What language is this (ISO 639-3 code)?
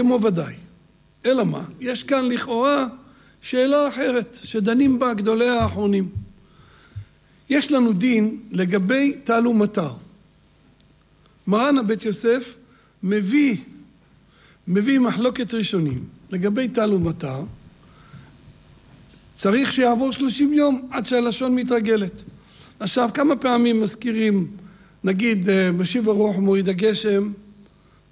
heb